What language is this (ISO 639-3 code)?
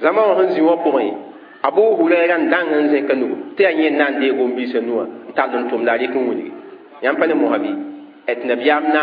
mos